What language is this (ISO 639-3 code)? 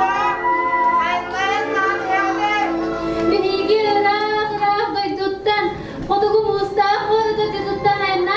sah